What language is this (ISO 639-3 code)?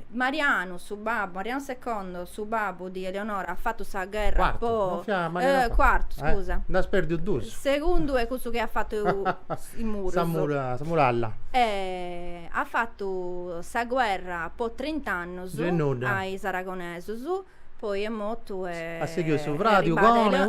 srd